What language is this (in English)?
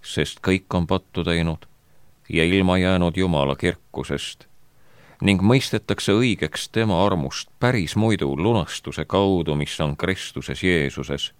Estonian